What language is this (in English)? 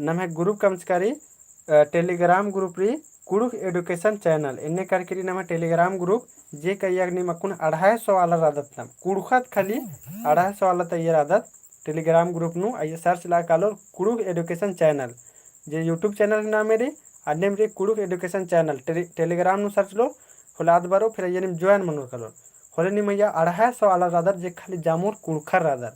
Kurukh